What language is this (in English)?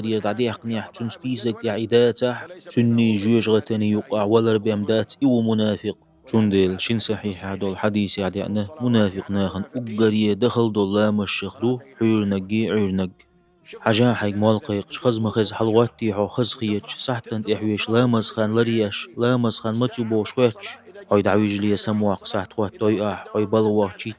Chechen